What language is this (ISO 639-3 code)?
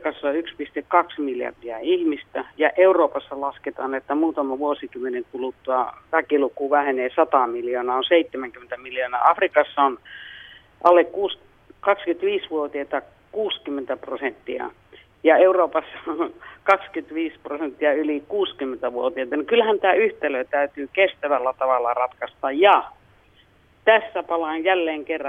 fin